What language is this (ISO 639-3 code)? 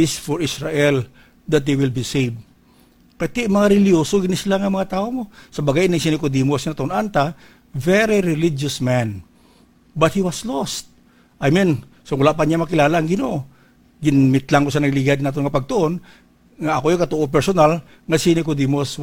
hil